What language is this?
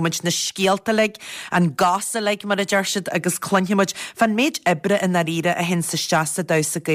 Irish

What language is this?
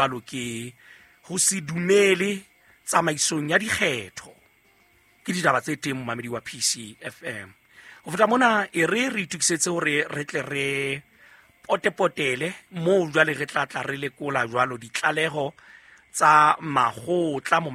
Southern Sotho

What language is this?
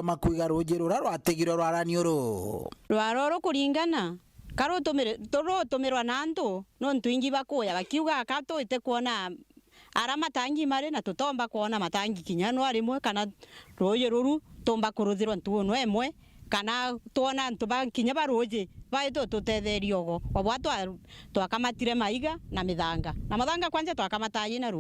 Meru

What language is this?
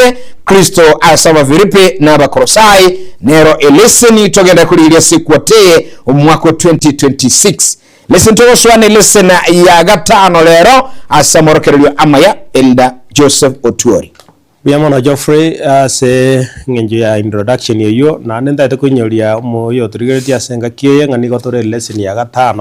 Gusii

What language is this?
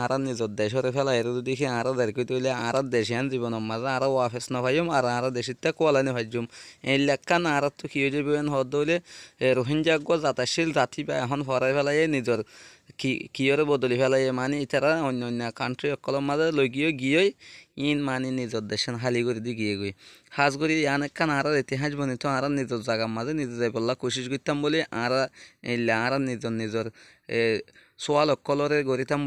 Rohingya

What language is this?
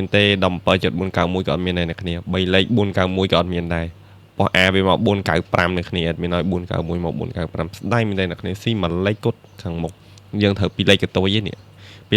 Khmer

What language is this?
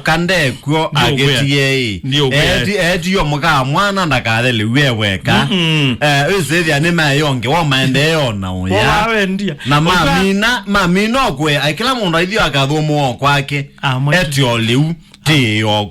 Kamba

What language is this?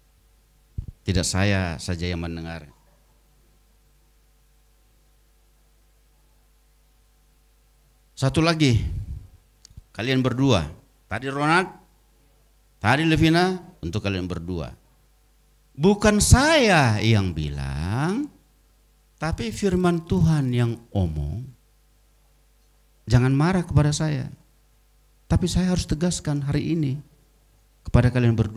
Indonesian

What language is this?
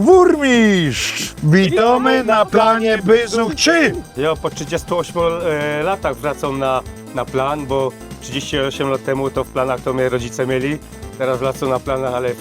Silesian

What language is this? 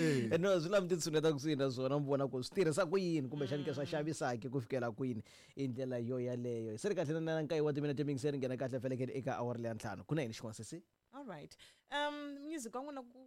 Tsonga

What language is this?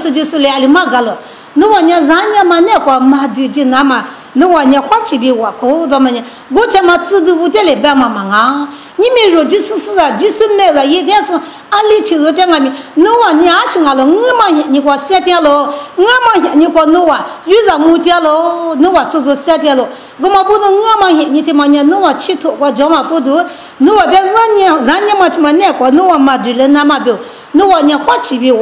Lisu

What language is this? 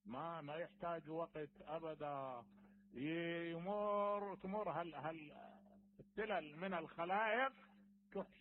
Mesopotamian Arabic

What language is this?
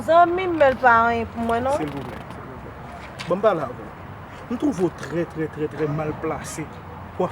Haitian Creole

